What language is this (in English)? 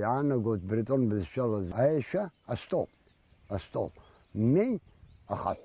Abkhazian